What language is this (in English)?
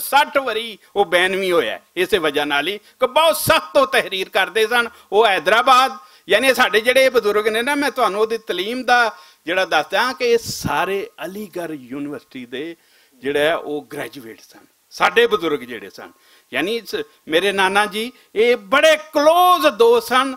Western Panjabi